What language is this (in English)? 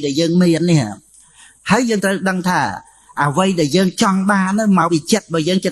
Khmer